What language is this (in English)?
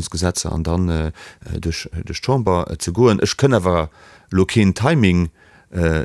Luxembourgish